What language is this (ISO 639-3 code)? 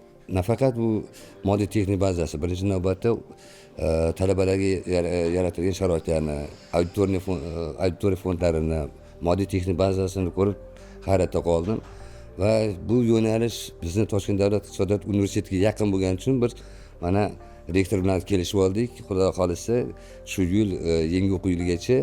uzb